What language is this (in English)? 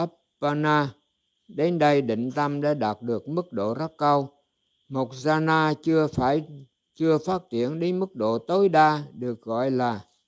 Vietnamese